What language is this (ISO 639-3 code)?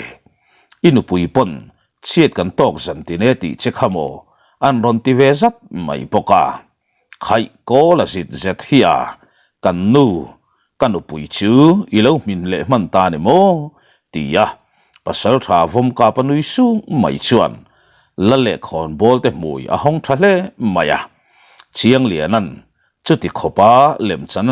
lus